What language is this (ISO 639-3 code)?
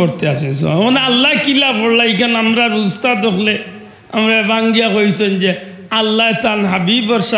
syl